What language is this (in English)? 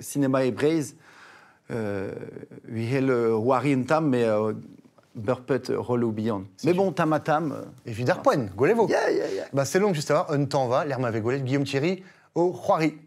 Breton